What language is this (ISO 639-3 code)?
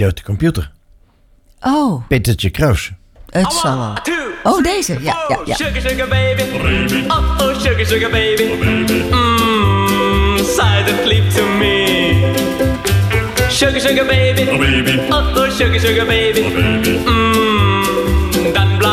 nld